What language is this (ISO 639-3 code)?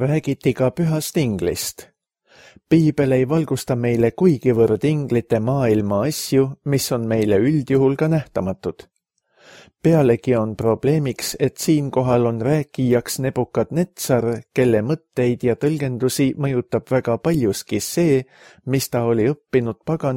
est